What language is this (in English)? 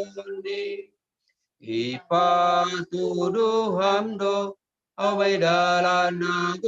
Batak Simalungun